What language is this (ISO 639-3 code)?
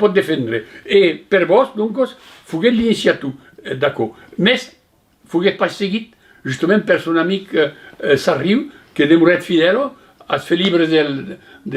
oci